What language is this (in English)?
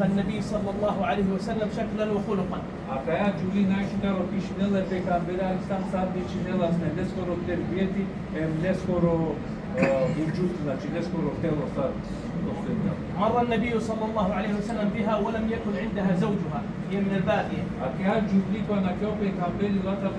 Balkan Romani